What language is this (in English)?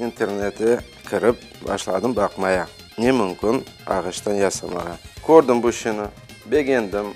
Crimean Tatar